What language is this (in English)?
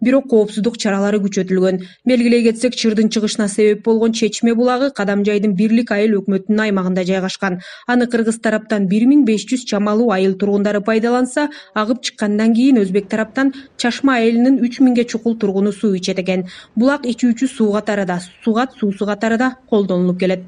Kyrgyz